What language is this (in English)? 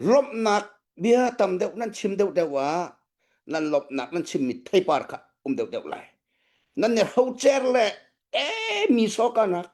Hakha Chin